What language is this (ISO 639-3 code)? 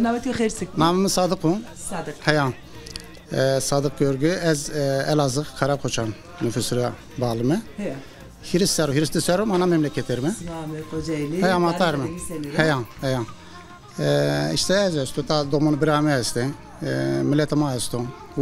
zza